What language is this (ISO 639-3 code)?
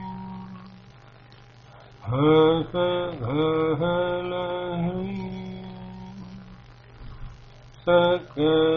tel